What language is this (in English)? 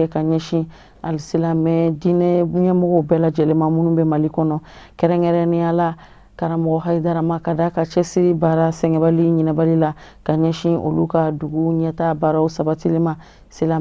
Bambara